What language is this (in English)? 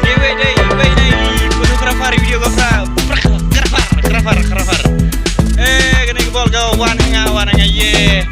Khasi